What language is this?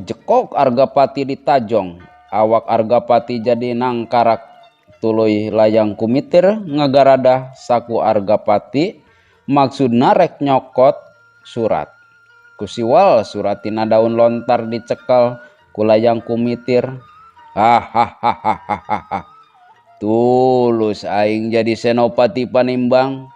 Sundanese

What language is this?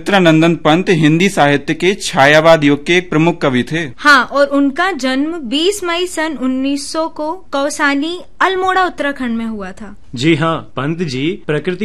Hindi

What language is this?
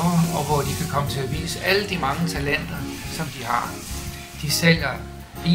Danish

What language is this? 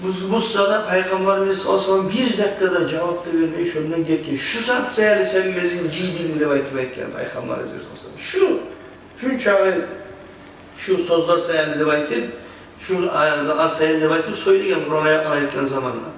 Kumyk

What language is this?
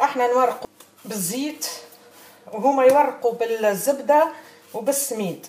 Tunisian Arabic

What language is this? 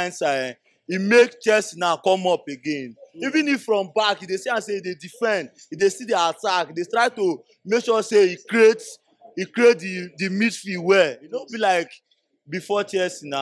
Nigerian Pidgin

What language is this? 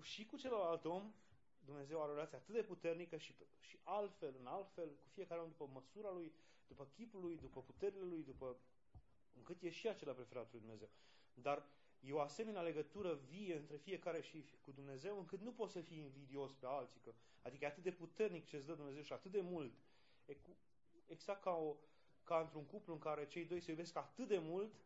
Romanian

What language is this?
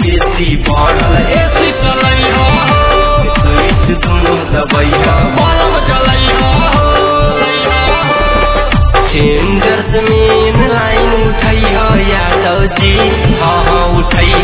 Bhojpuri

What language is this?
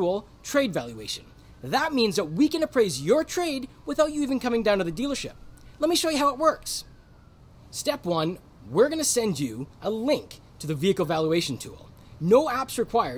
English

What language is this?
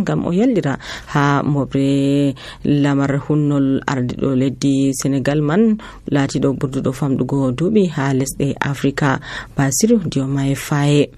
Nigerian Fulfulde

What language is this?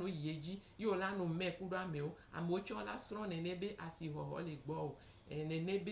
Gen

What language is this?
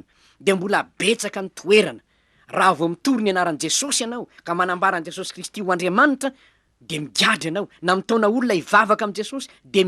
Malagasy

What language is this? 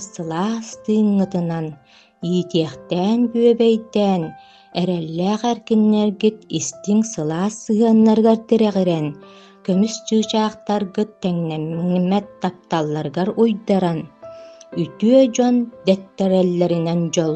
Yakut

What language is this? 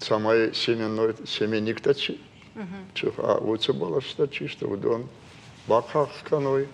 Ossetic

